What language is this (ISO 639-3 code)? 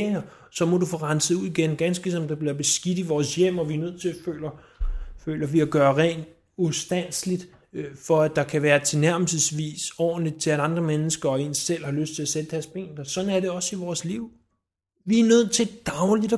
dan